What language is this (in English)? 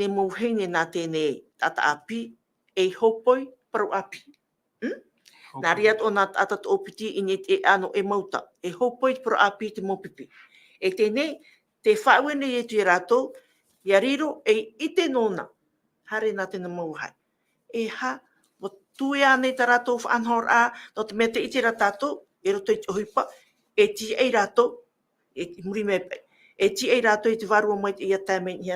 Tahitian